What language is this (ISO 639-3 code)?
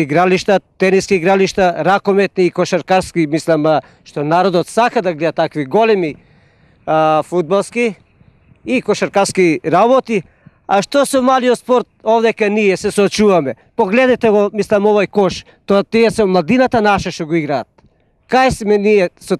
mkd